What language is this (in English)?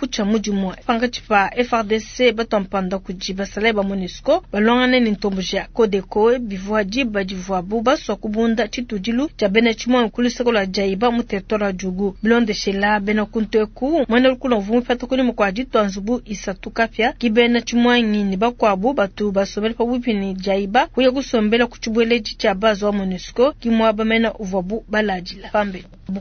Luba-Lulua